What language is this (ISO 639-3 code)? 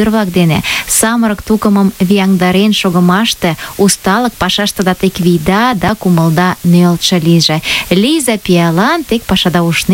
chm